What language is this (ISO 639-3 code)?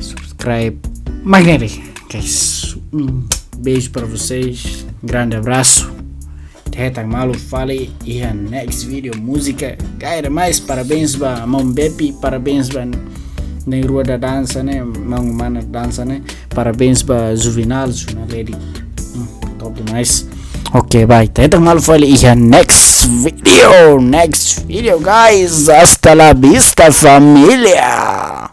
tet